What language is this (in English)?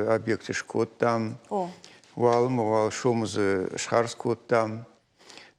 Ossetic